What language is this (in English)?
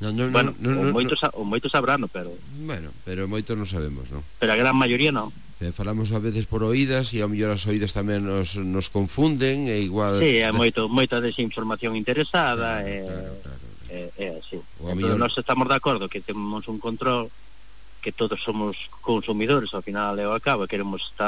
Galician